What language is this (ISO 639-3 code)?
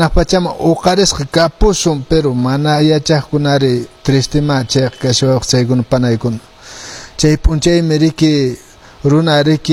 que